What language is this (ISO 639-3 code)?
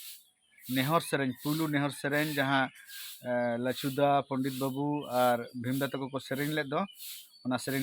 sat